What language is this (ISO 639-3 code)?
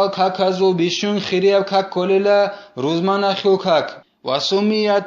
ava